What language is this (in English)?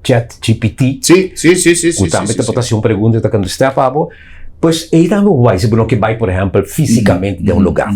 Papiamento